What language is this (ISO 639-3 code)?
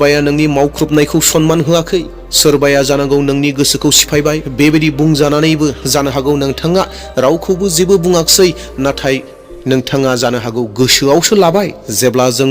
brx